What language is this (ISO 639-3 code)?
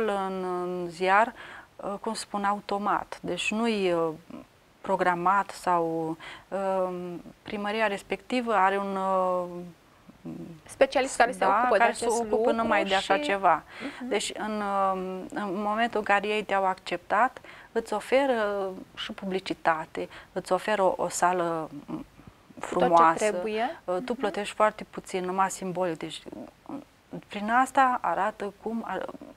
ron